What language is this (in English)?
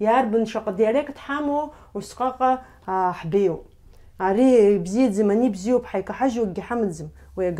Abkhazian